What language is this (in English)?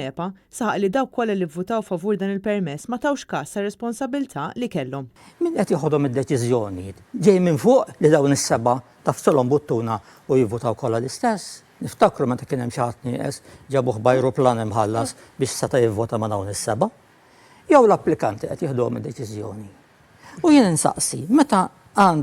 Maltese